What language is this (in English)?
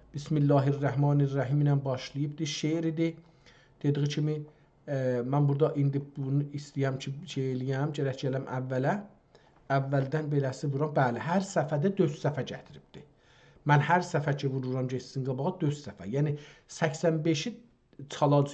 South Azerbaijani